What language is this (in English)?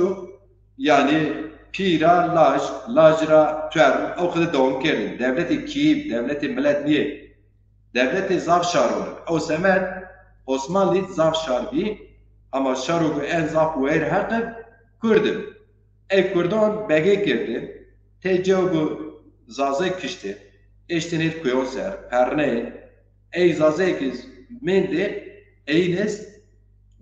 Zaza